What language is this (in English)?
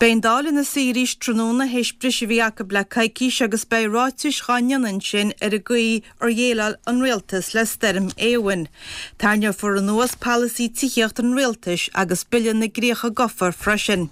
Irish